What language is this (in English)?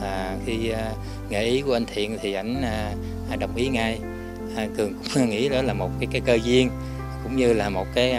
Vietnamese